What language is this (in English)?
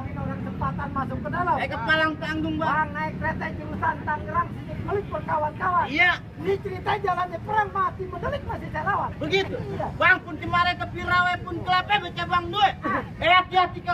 Betawi